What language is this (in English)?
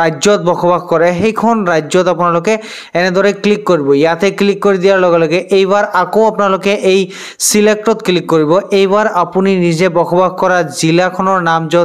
Assamese